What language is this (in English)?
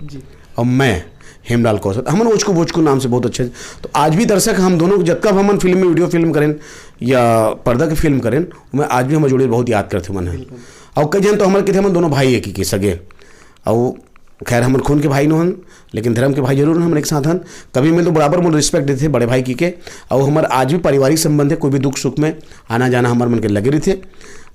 Chhattisgarhi